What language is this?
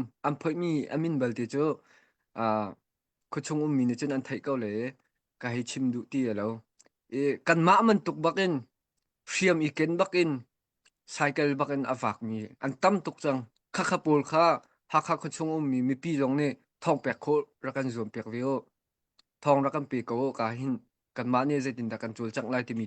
Hakha Chin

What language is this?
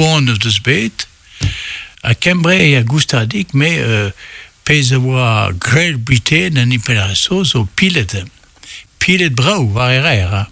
Breton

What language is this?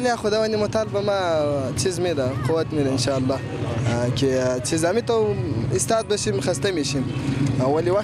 Persian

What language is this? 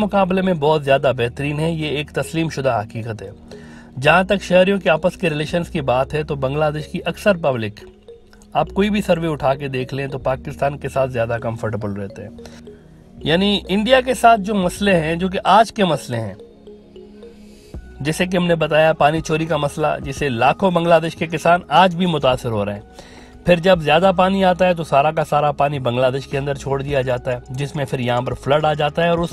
Urdu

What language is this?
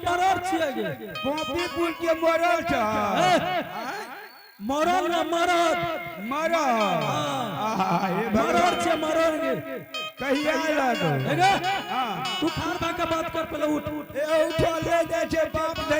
Angika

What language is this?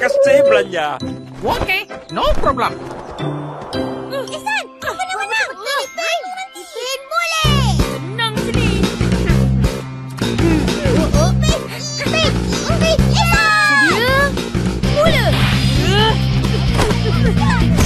Malay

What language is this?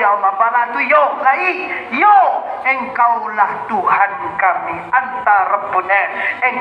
Minangkabau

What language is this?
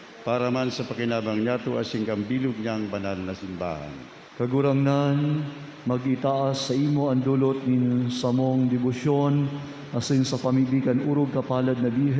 Bikol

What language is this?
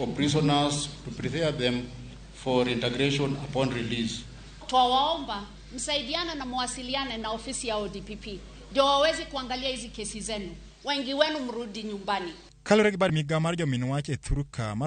Luo (Kenya and Tanzania)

